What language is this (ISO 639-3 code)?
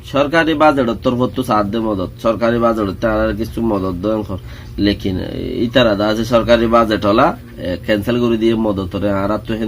rhg